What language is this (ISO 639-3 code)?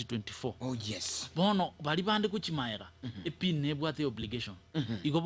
guz